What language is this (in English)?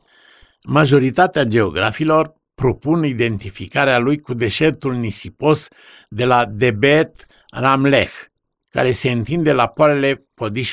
Romanian